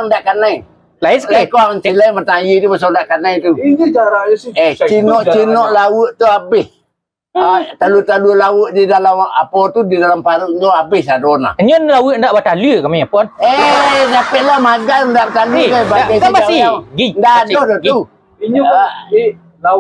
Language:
Minangkabau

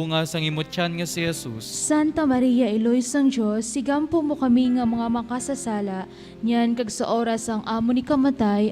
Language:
Hiligaynon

